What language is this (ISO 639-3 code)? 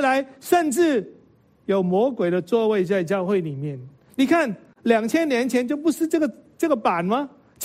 zho